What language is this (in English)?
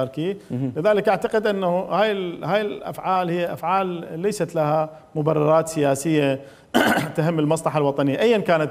Mesopotamian Arabic